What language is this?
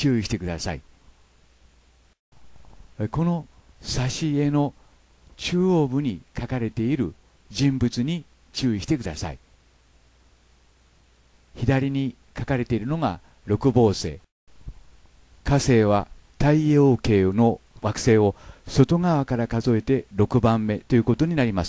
Japanese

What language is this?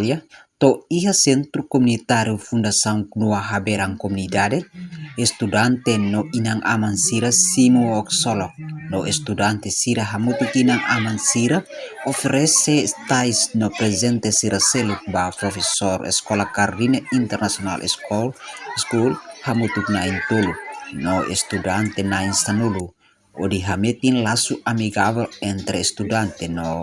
Tetum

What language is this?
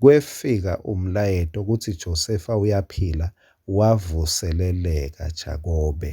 Swati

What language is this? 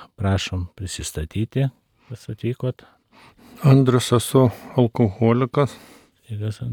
Lithuanian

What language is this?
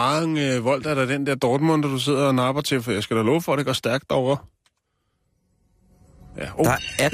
Danish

